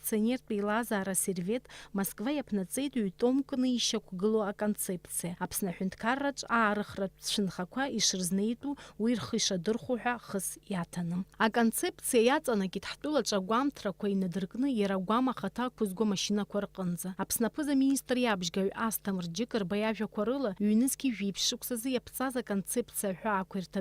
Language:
Abkhazian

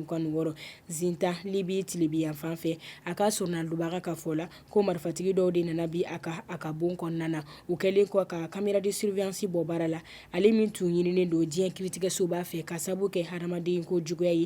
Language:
Bambara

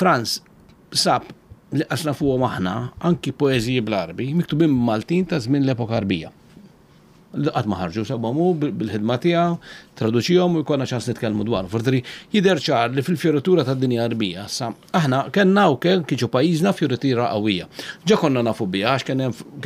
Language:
Maltese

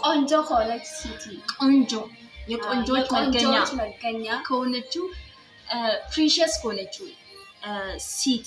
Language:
Amharic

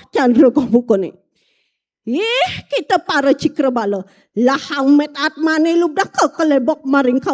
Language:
Balinese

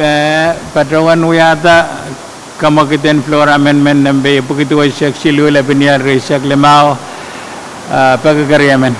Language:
Pohnpeian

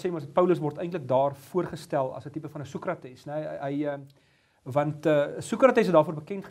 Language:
Afrikaans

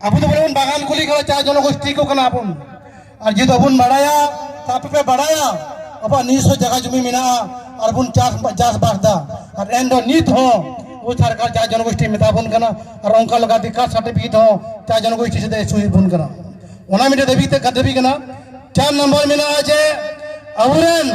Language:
Santali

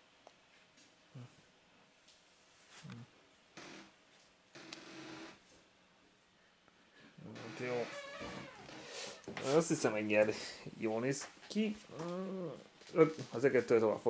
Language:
Hungarian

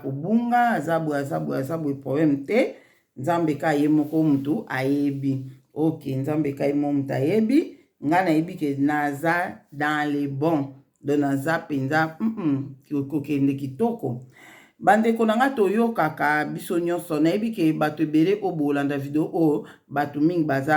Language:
Lingala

